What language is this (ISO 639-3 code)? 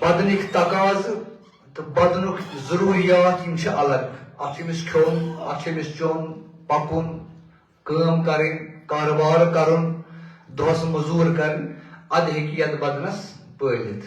kas